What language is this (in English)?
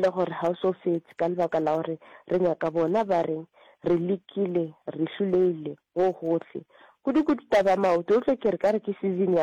Northern Sotho